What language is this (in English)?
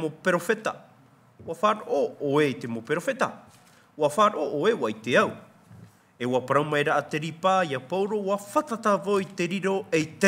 Tahitian